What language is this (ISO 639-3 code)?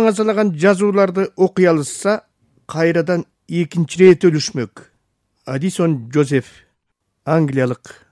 kir